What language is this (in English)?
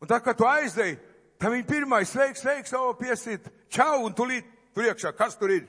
Latvian